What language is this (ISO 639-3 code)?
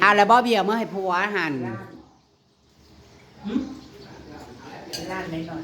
tts